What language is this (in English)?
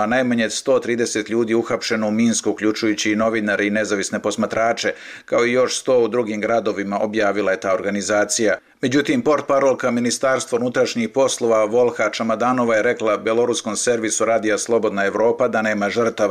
Serbian